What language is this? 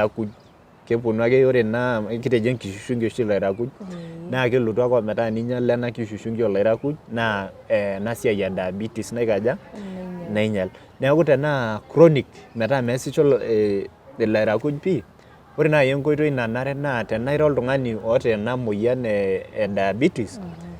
Masai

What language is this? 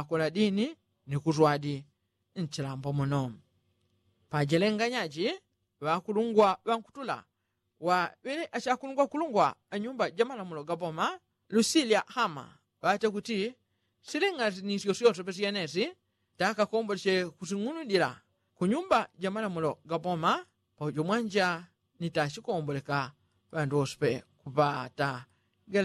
Yao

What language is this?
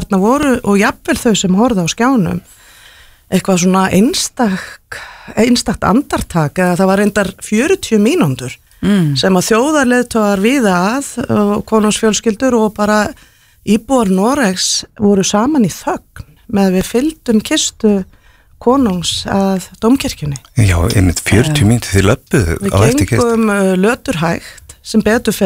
Icelandic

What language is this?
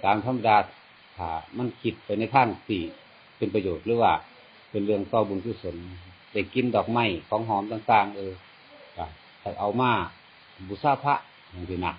Lao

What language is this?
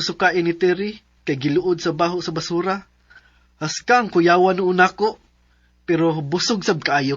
Cebuano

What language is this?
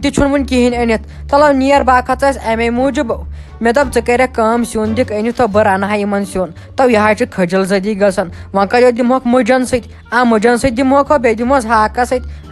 Kashmiri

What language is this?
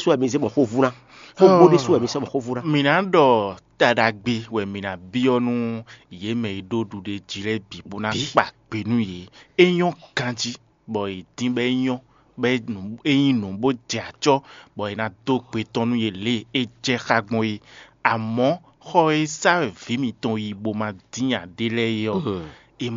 Fon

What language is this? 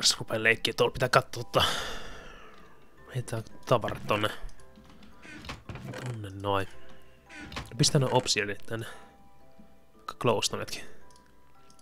Finnish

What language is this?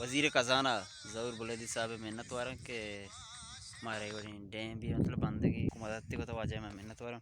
Baluchi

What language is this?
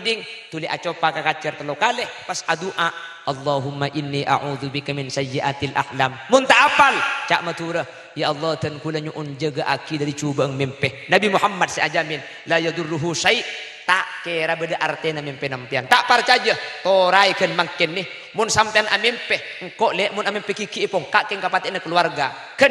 Madurese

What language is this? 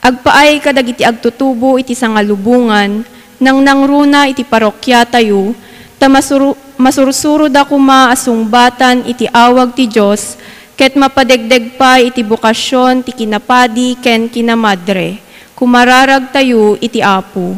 Iloko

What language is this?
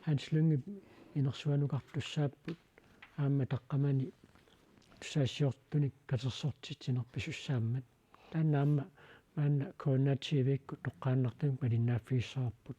Kalaallisut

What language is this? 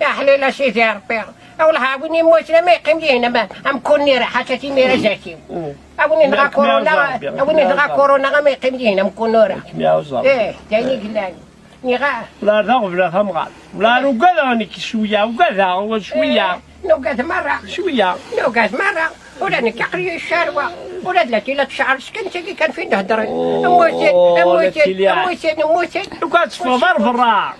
Kabyle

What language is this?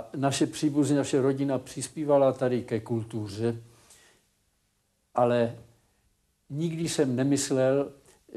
Czech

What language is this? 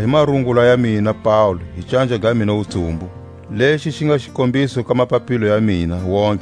Tswa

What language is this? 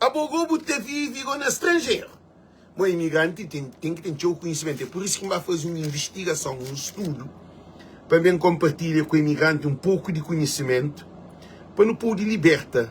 Kabuverdianu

